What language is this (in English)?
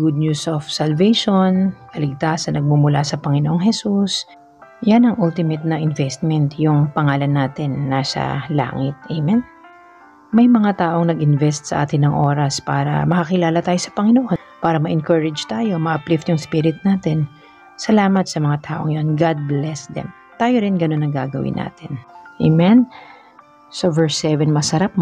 Filipino